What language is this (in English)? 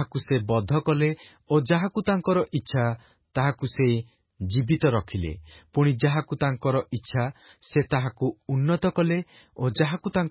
Odia